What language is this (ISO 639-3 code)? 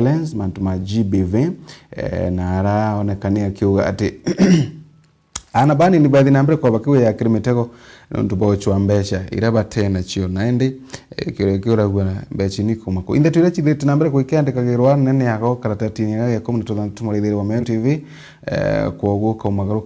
mer